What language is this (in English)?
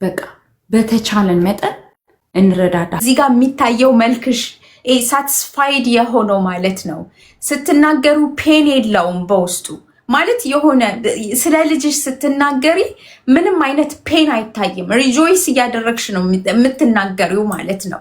Amharic